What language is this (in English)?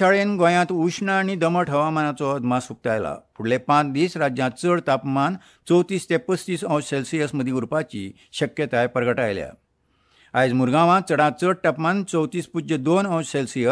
Konkani